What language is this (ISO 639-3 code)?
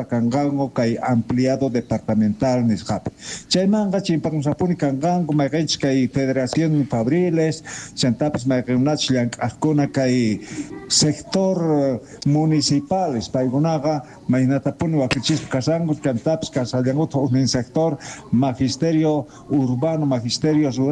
quh